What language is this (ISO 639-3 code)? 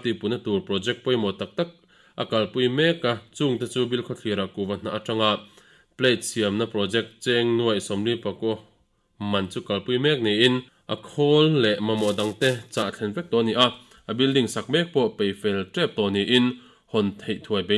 lus